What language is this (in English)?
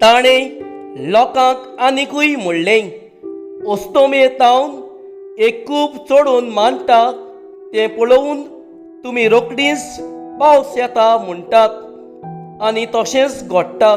Konkani